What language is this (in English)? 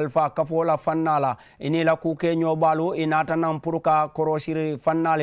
Mandingo